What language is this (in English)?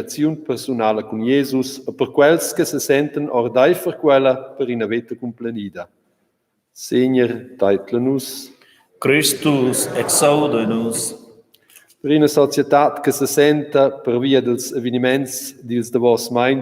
Romansh